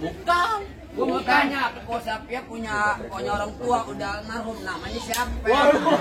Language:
Betawi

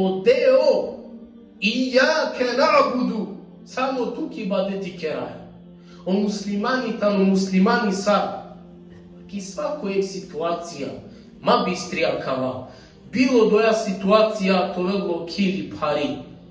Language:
Balkan Romani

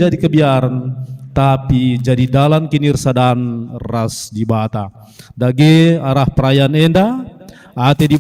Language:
Batak Karo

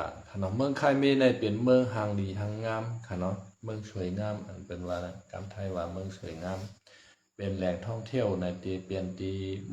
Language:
Shan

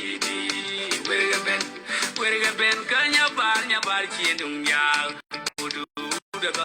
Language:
Nuer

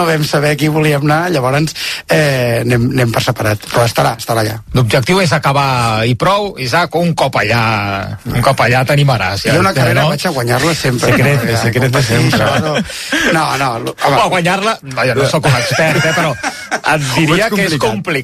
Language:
Catalan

